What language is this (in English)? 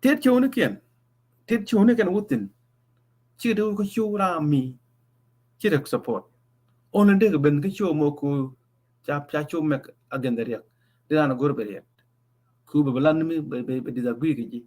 Nuer